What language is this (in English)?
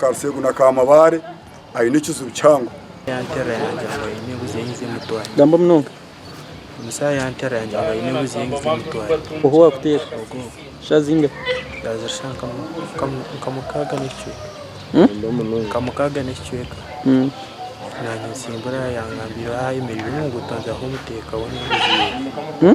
Nyankole